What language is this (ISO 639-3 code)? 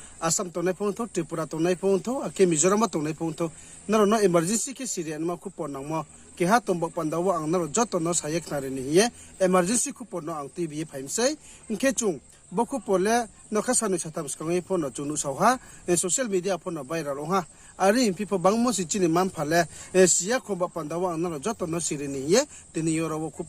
ria